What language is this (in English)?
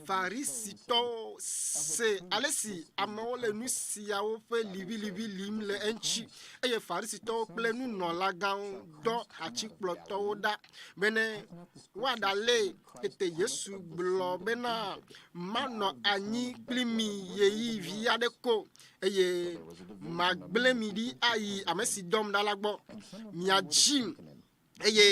Ewe